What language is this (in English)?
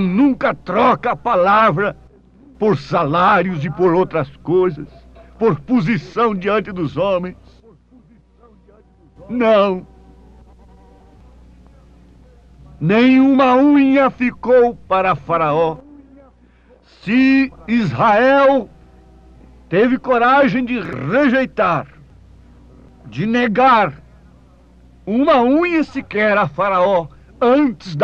Portuguese